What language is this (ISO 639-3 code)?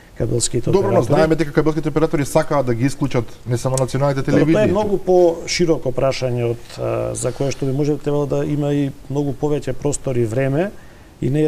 mkd